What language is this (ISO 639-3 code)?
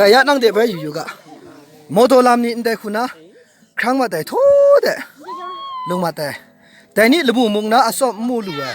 mhx